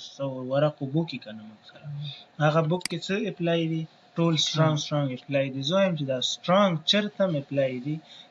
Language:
Pashto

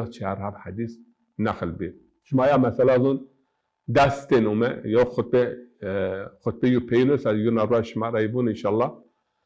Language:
Zaza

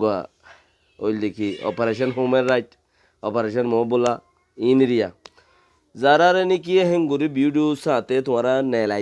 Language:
Rohingya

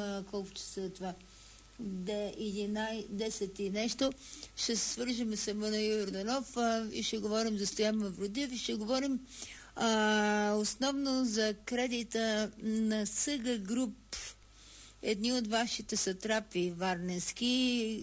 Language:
Bulgarian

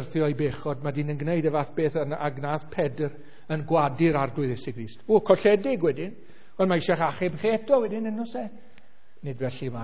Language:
Welsh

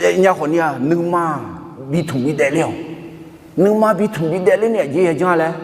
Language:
Akha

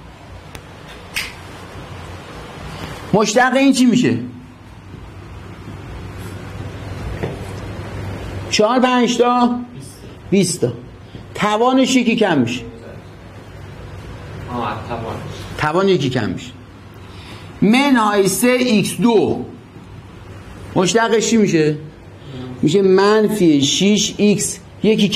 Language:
Persian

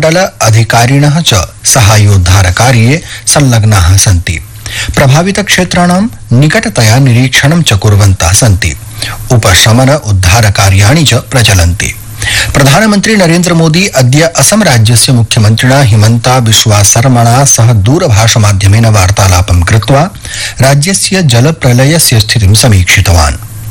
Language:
Sanskrit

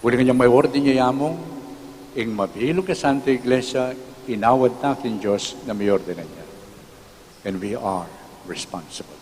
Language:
Pampanga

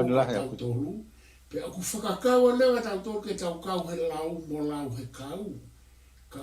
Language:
Tongan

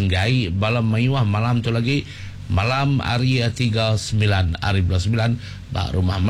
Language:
Iban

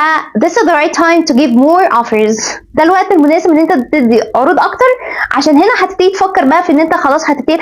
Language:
Egyptian Arabic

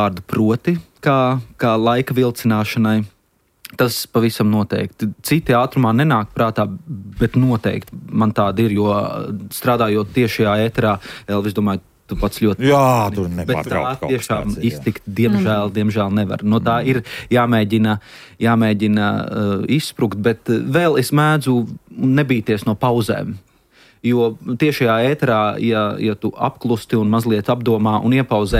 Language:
Latvian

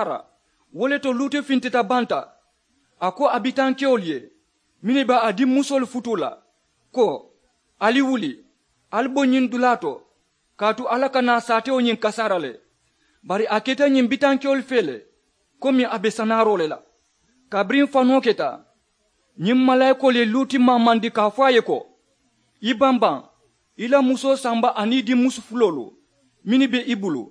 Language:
Mandingo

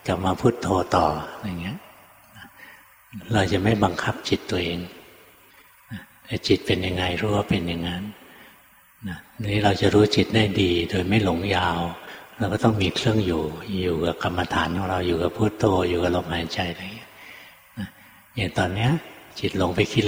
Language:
Thai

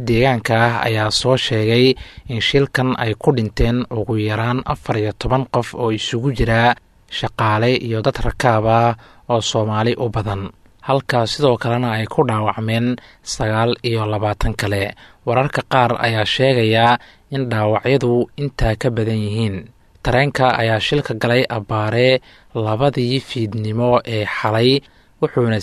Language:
Somali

